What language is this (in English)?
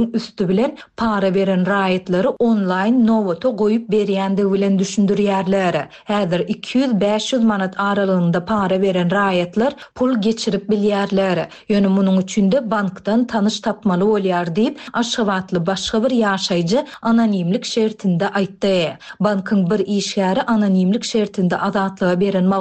Turkmen